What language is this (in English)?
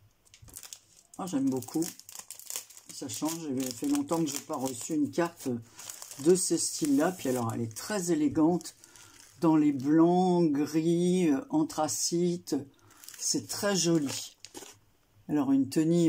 French